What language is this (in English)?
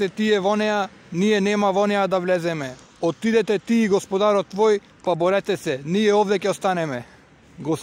Macedonian